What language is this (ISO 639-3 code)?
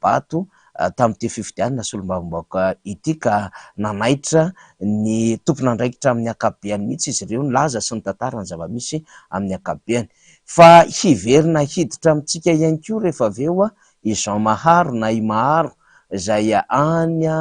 mlg